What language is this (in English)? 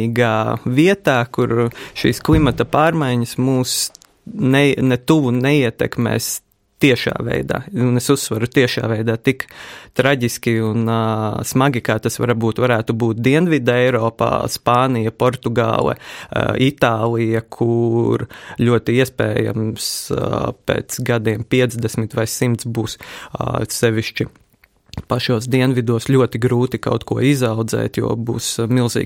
Latvian